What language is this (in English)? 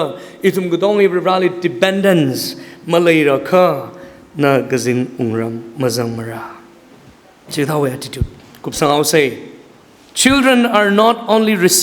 Tangkhul Naga (India)